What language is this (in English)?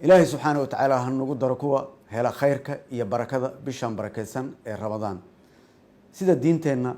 Somali